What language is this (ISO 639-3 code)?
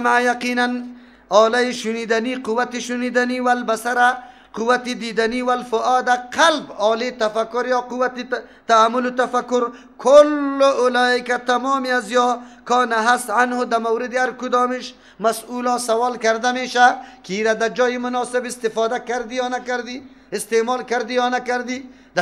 fas